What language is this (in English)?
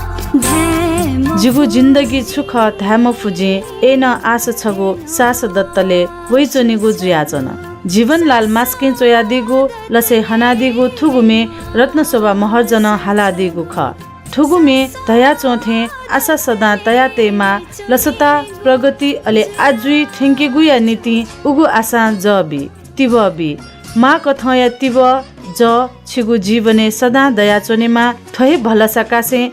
Newari